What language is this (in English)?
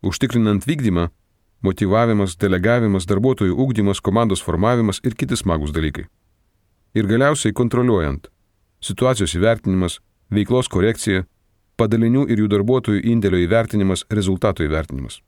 Lithuanian